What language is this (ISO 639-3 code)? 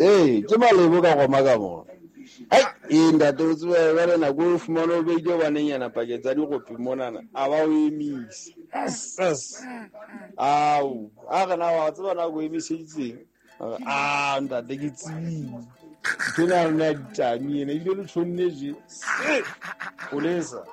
sot